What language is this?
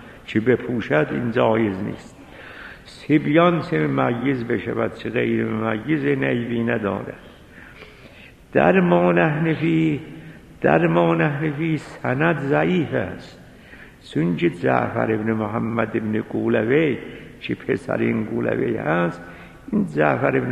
Persian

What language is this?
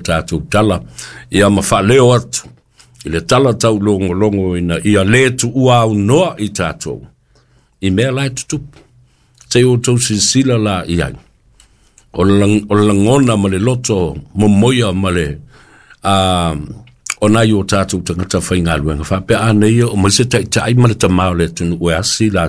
Samoan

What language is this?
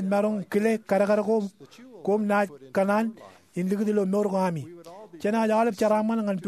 Marshallese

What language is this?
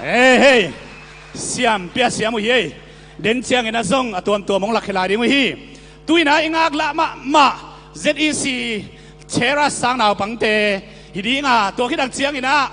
Tedim Chin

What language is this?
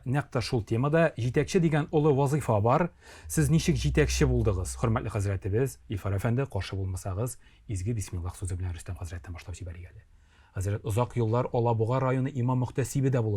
Tatar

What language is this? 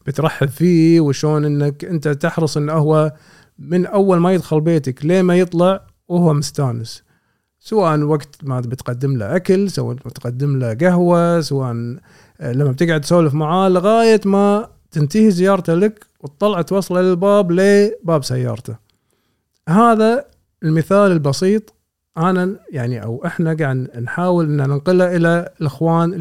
Gulf Arabic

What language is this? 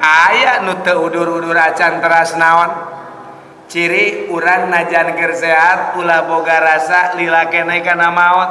Sundanese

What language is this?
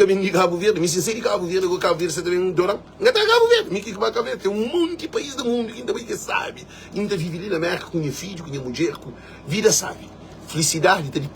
Kabuverdianu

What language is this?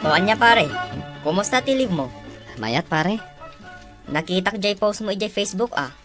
Iloko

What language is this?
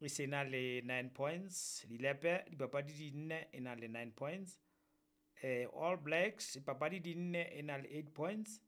Southern Sotho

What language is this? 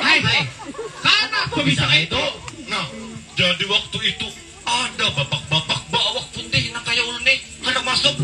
Banjar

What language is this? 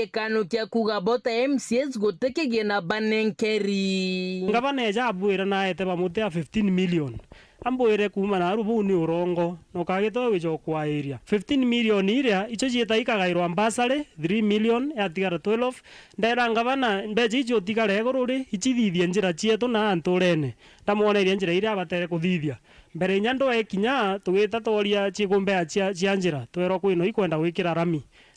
Meru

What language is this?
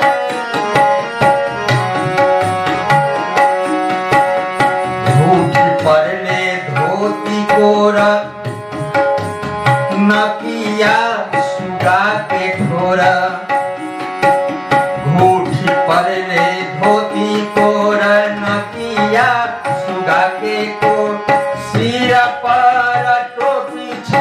Bhojpuri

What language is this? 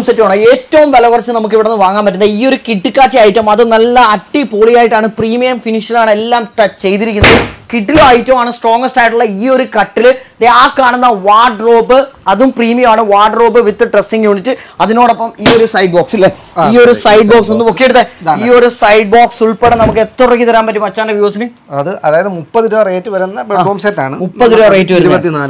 Malayalam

